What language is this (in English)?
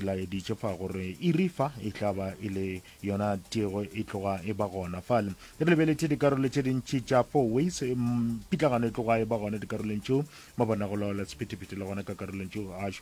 Northern Sotho